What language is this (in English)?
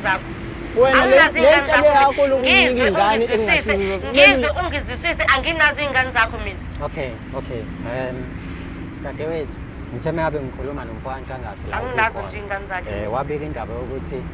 Zulu